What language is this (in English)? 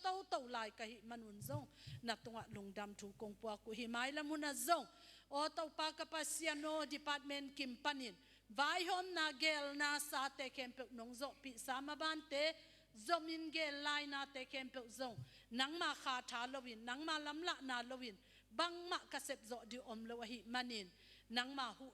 Tedim Chin